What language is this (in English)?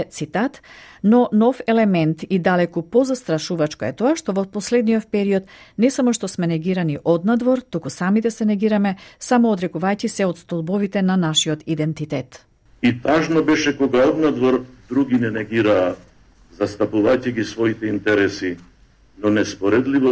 Macedonian